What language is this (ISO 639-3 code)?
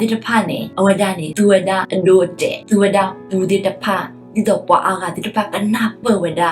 ksw